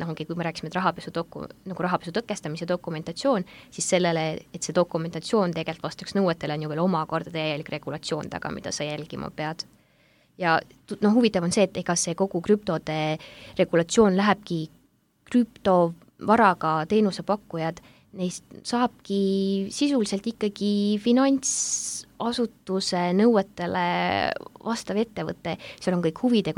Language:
Estonian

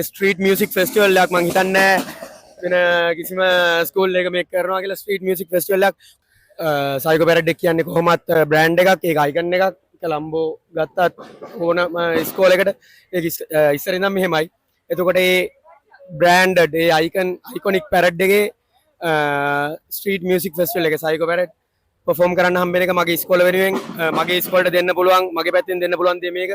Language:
Sinhala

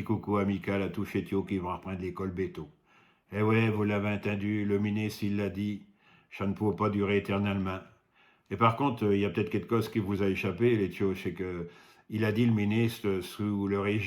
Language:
Picard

